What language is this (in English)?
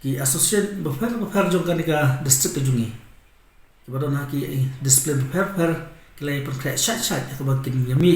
Khasi